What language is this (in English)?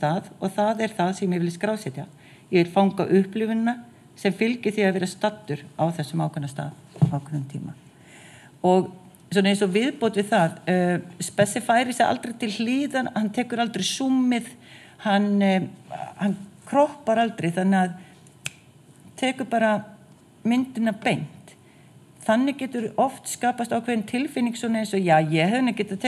Icelandic